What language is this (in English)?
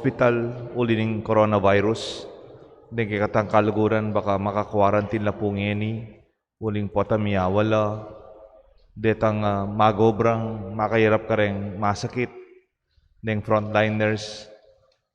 Pampanga